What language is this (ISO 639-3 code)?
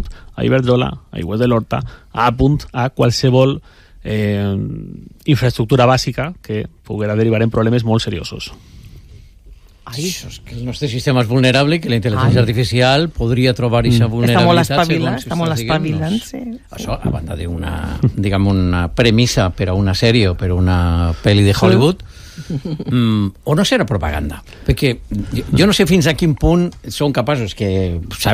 cat